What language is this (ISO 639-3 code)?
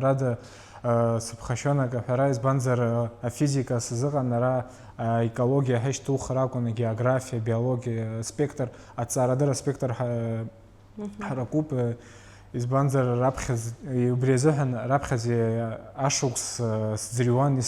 abk